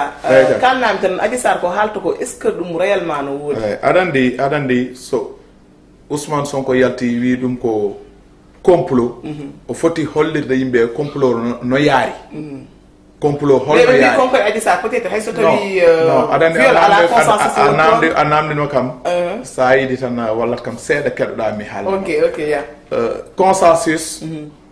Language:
Fula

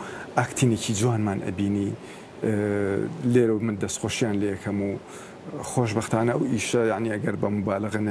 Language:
Central Kurdish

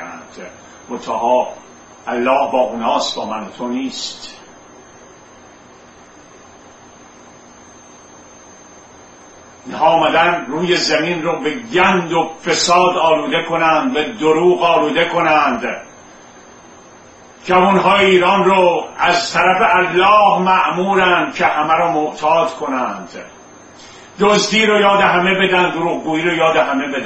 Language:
Persian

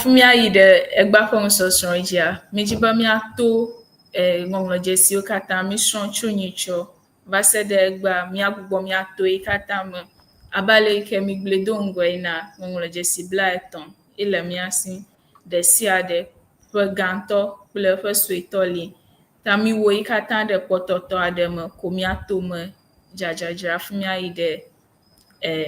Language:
Ewe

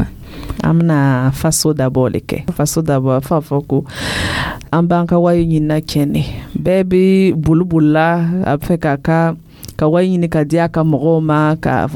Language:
Dyula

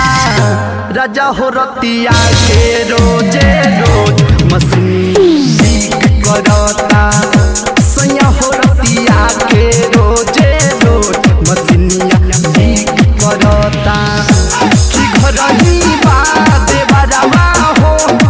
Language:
Bhojpuri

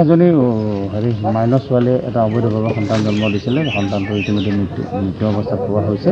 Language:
Assamese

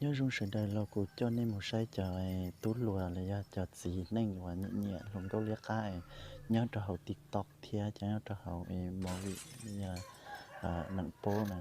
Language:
Hmong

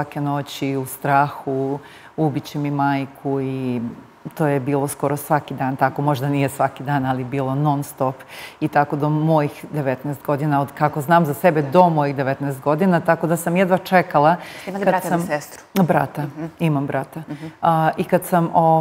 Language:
Serbian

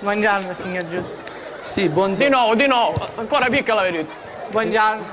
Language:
Sicilian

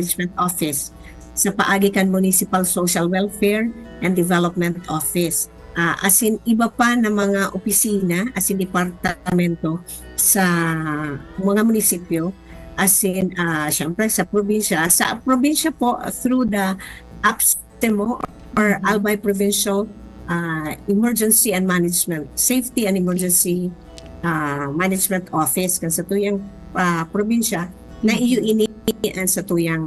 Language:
Bikol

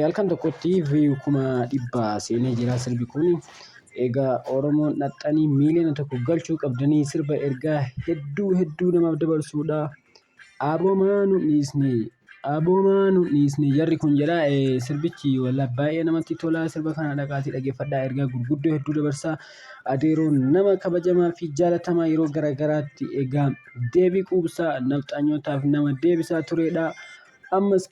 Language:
Oromo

